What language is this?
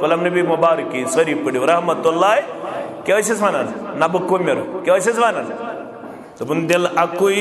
Kashmiri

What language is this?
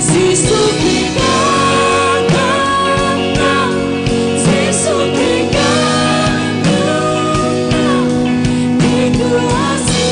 Hakha Chin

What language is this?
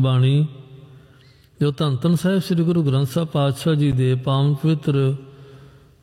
Punjabi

